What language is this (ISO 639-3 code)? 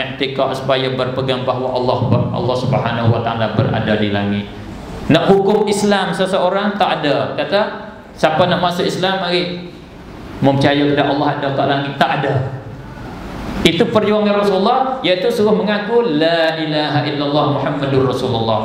msa